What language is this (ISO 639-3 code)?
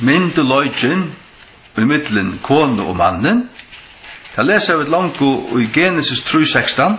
fao